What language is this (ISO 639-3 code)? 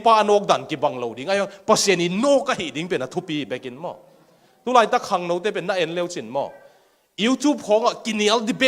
ctd